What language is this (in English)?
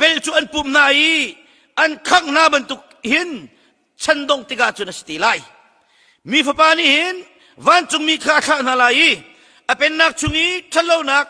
Hakha Chin